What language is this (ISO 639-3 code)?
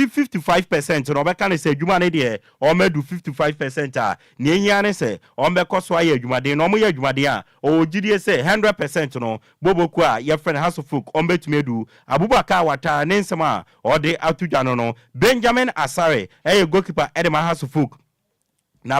aka